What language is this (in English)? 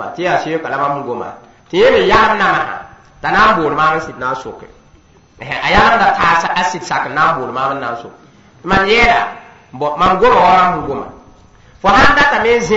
Mossi